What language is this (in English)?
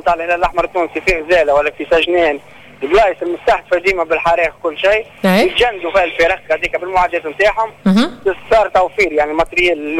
Tunisian Arabic